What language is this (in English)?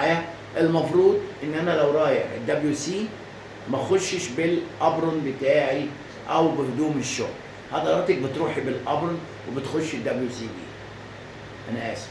Egyptian Arabic